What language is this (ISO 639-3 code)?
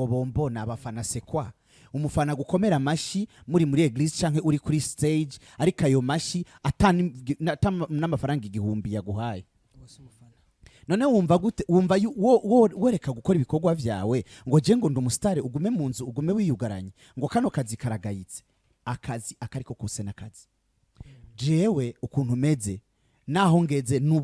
run